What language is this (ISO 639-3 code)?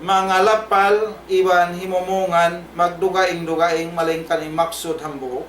tsg